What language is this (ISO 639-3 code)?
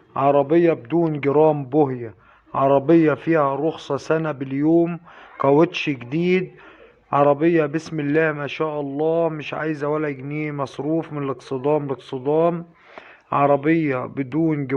arz